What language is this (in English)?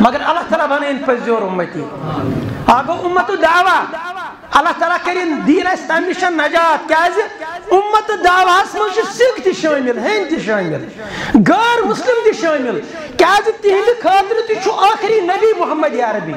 Kashmiri